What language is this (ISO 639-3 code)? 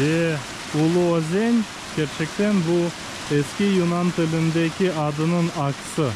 crh